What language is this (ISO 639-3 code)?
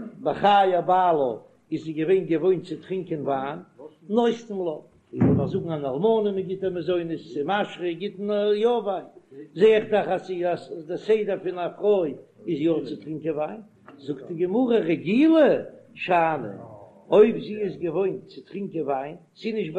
yid